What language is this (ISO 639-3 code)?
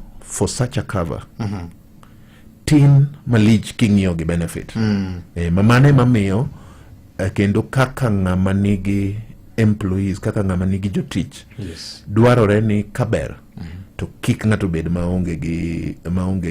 luo